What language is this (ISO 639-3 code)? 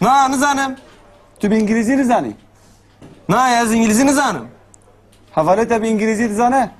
kur